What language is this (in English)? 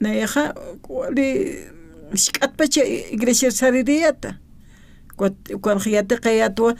Aymara